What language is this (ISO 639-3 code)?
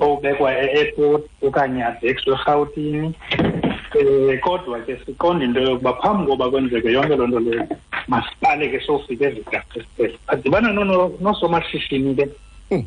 xho